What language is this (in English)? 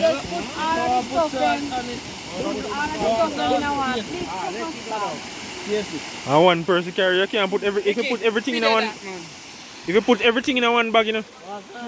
Jamaican Creole English